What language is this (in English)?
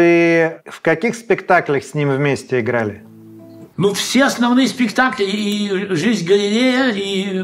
Russian